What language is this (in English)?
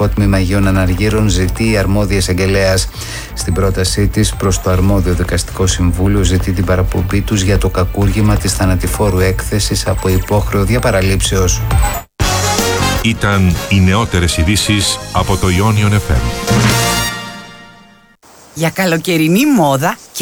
Greek